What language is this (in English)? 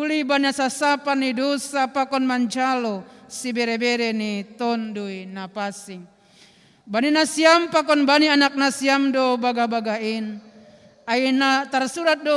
Batak Simalungun